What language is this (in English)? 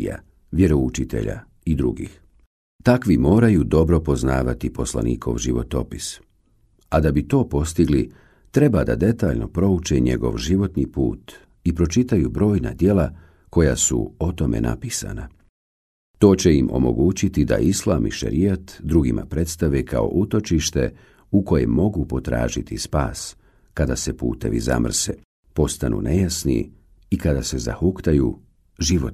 Bosnian